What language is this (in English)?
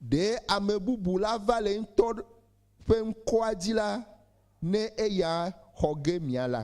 Ewe